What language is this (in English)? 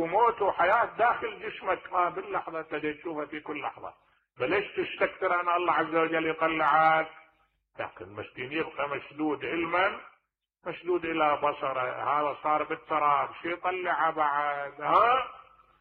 Mesopotamian Arabic